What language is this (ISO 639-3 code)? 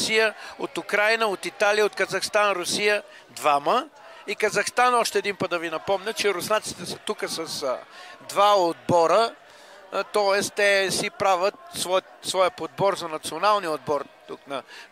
bul